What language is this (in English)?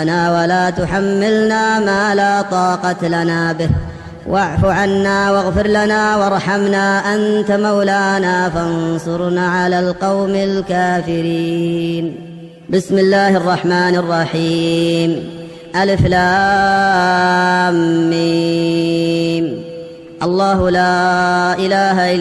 Arabic